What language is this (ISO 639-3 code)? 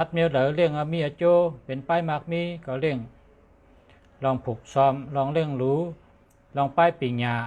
shn